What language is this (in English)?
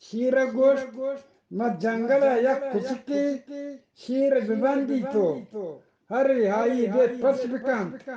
Eastern Balochi